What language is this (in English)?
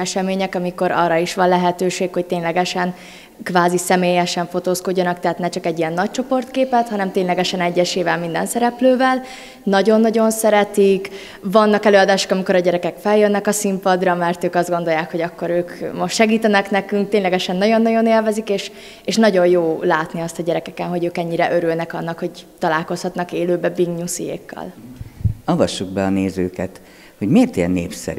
Hungarian